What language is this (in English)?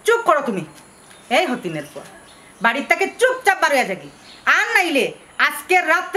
Sylheti